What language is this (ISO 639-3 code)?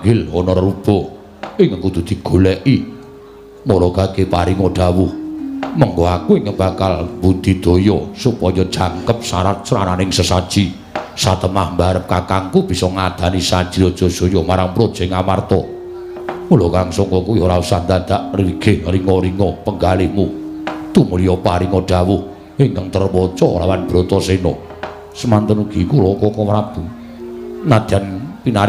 jav